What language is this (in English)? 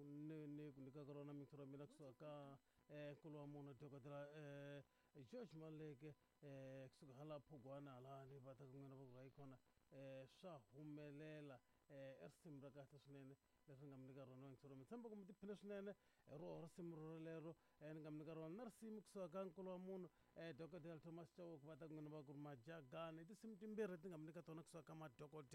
Tsonga